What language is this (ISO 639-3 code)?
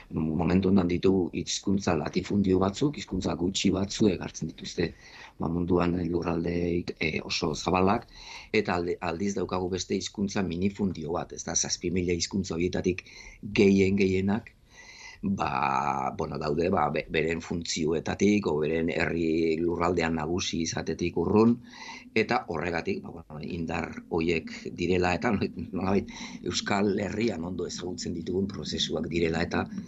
eus